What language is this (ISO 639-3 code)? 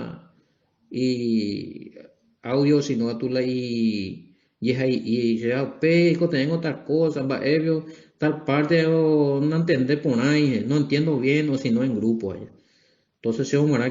grn